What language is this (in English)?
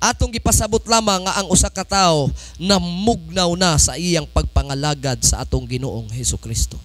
Cebuano